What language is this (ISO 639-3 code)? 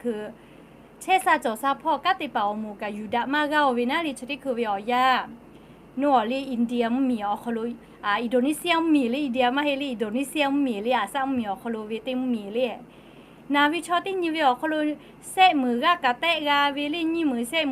lhu